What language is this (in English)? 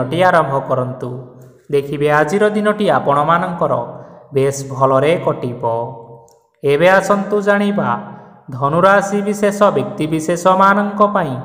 Odia